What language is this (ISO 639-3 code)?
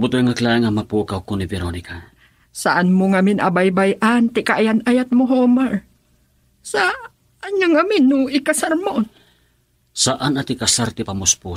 ilo